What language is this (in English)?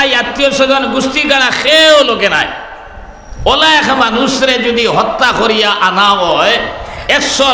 Sylheti